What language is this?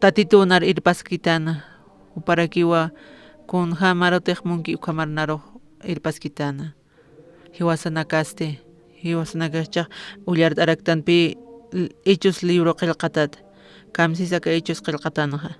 Aymara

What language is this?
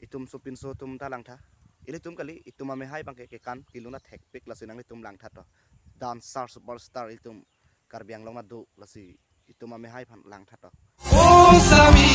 Karbi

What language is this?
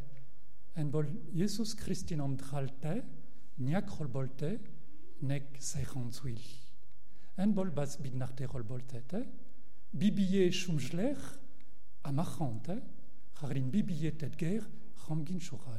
Mongolian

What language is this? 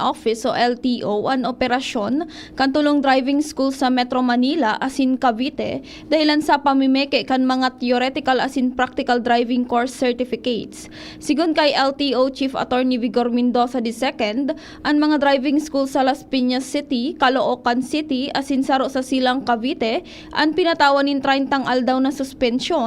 Bikol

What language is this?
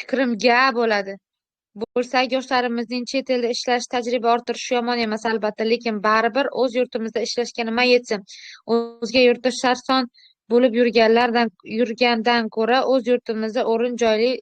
Uzbek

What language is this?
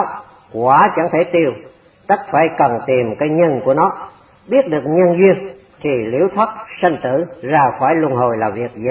Vietnamese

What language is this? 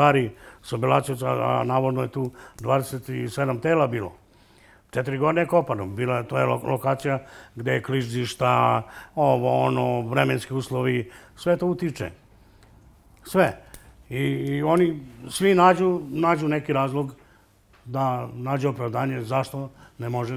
Serbian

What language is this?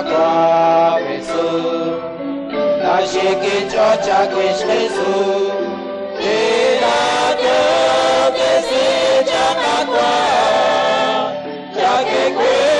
Kekchí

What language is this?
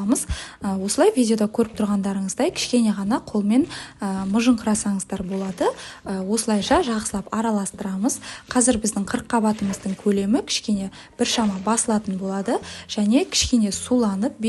Kazakh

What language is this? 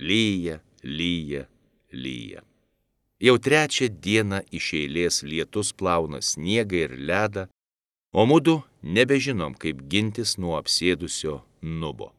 Lithuanian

